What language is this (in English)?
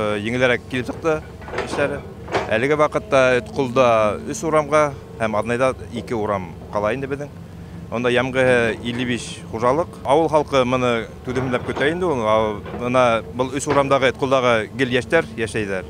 Bashkir